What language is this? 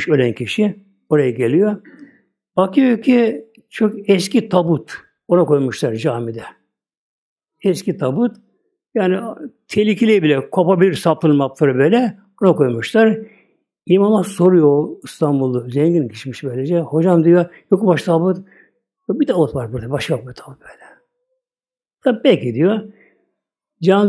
Turkish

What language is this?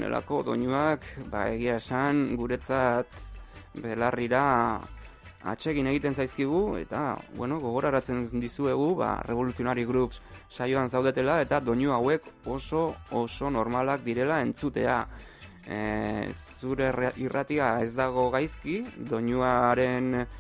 Basque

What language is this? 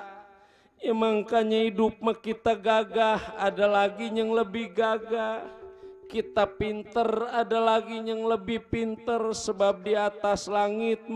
Betawi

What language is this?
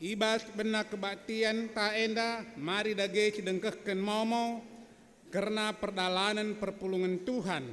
Batak Karo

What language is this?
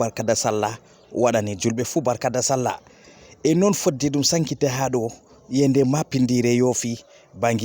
Fula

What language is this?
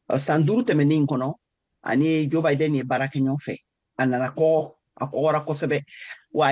Bambara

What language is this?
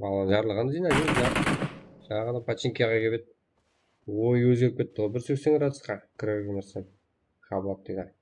Kara-Kalpak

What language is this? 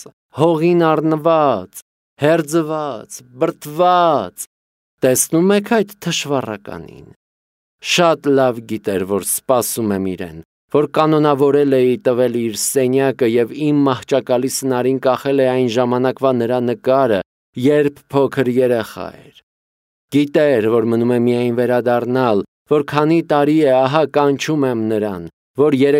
Armenian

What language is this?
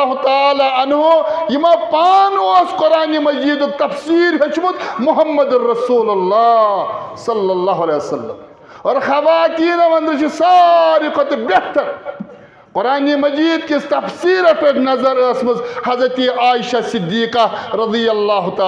Kashmiri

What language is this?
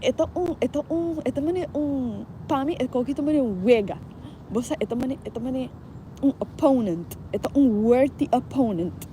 Papiamento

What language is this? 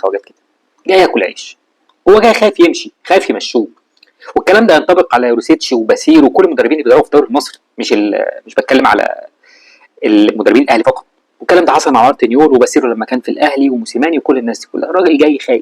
Egyptian Arabic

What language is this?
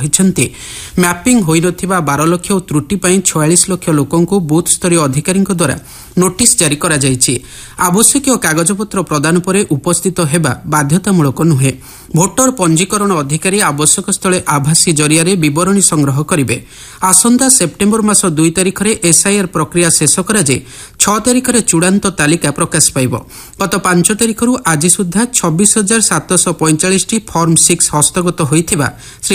Odia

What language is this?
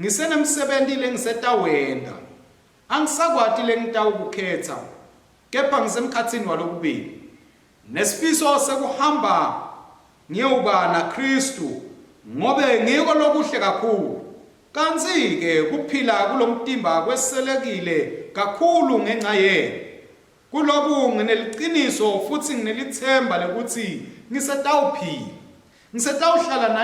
Swati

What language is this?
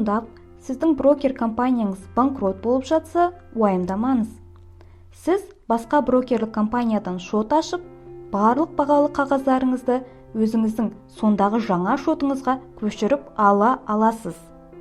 Kazakh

